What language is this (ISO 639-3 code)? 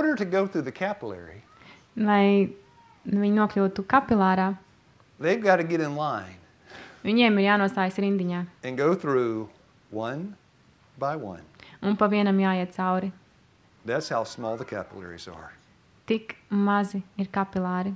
lav